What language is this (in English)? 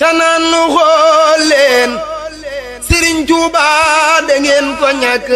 Wolof